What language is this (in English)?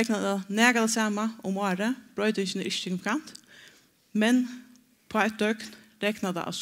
Faroese